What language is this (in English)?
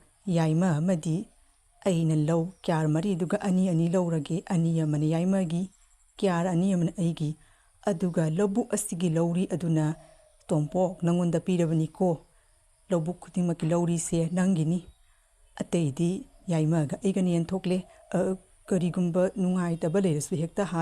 Manipuri